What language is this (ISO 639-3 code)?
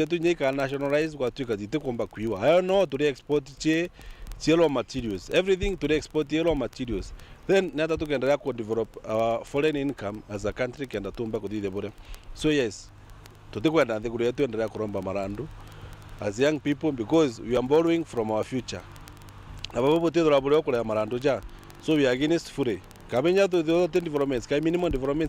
mer